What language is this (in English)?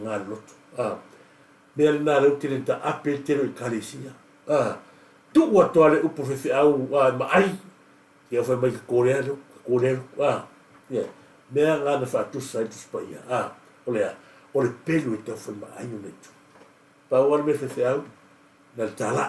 Samoan